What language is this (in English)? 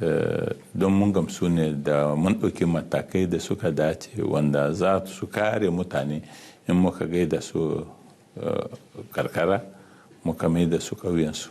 Hausa